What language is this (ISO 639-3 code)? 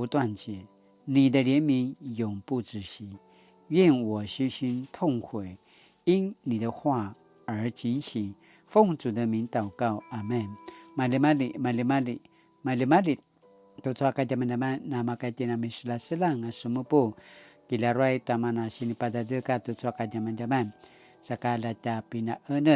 pwn